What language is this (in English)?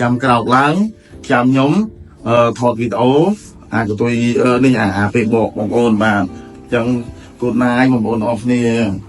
Khmer